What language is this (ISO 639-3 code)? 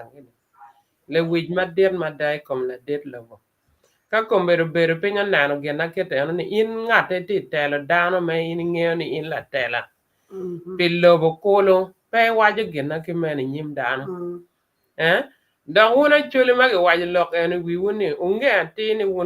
ach